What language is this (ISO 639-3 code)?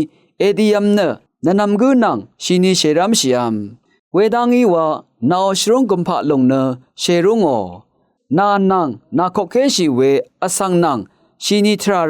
raw